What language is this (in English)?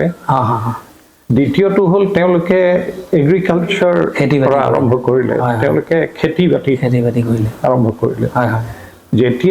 Assamese